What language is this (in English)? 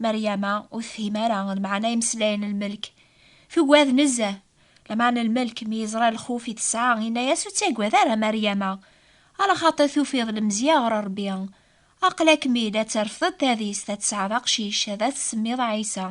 Kabyle